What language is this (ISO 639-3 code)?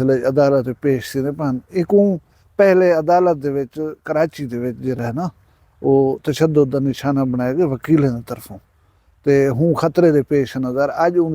skr